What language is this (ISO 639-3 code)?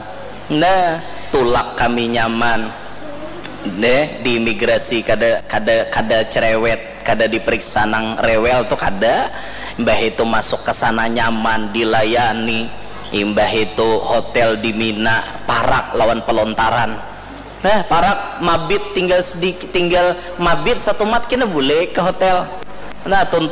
bjn